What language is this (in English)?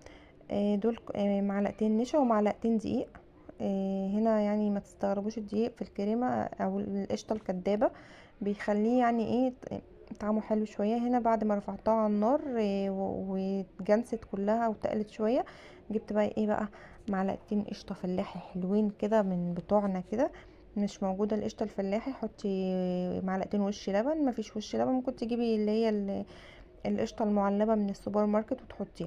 Egyptian Arabic